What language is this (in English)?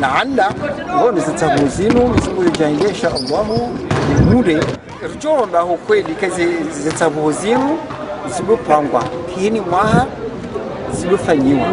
Ngazidja Comorian